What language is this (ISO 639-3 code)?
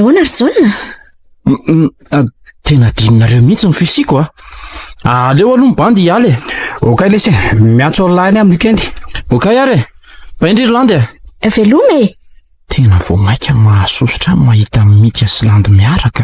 mlg